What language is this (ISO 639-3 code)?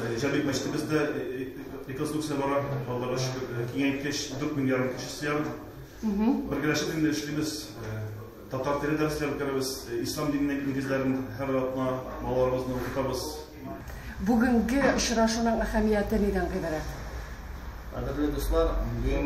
tat